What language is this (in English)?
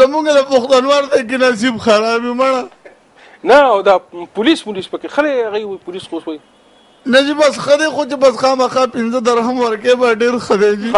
Pashto